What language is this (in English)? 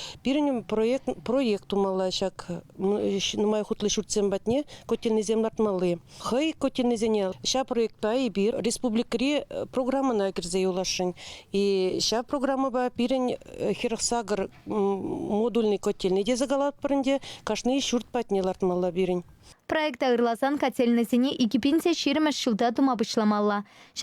Chuvash